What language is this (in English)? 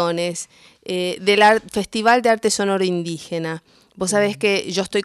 Spanish